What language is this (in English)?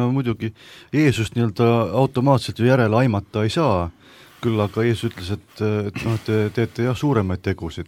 Estonian